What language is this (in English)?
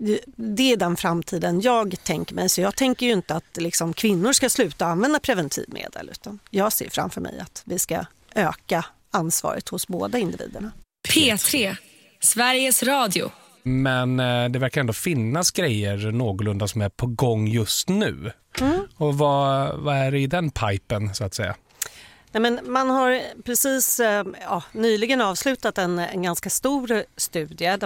Swedish